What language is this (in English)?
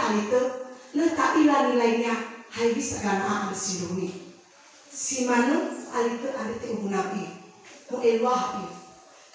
Nias